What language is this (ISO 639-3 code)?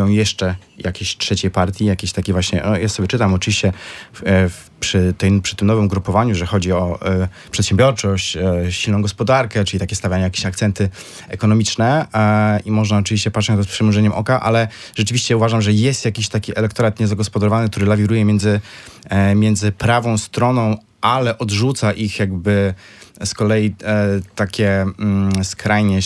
pol